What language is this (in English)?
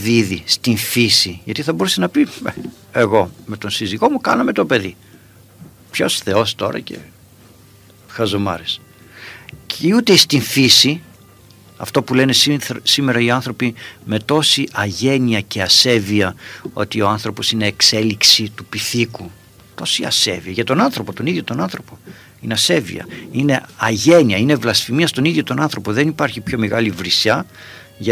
Greek